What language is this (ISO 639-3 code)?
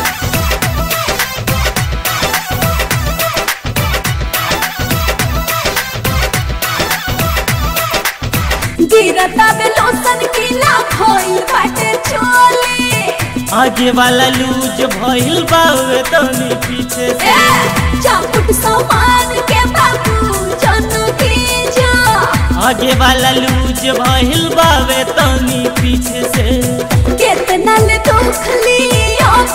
bho